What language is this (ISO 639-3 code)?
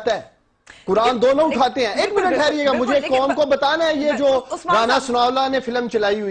urd